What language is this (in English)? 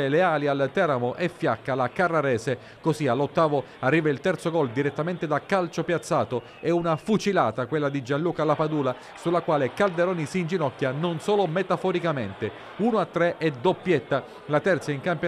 Italian